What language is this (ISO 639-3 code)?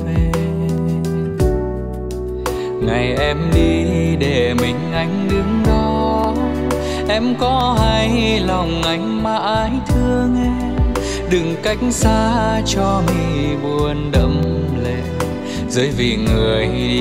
vie